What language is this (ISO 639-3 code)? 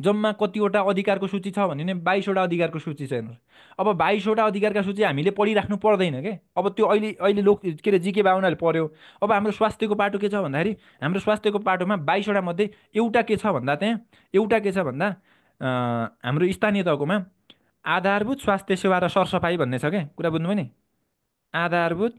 nep